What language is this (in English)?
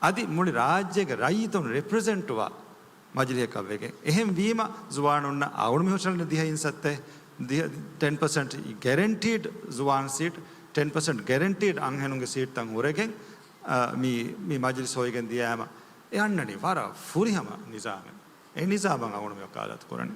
Divehi